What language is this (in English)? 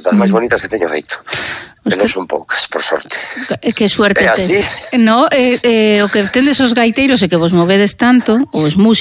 Galician